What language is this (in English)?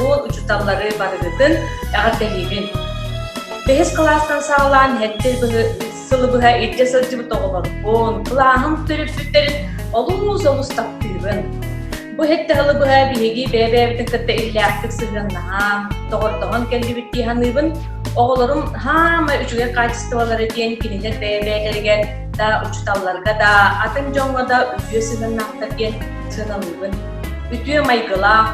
Yakut